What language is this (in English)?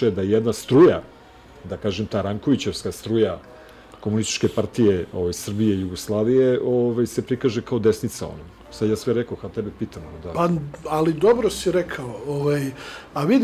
Serbian